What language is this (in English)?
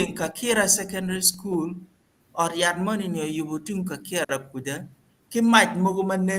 Acoli